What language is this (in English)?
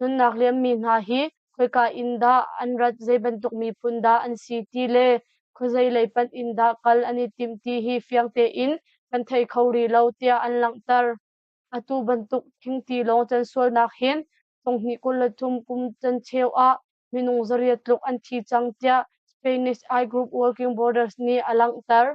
Hakha Chin